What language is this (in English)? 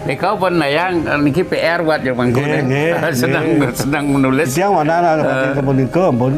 Balinese